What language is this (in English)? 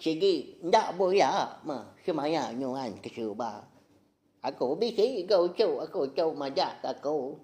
Iban